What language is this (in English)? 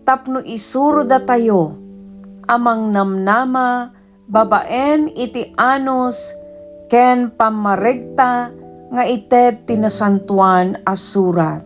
Iloko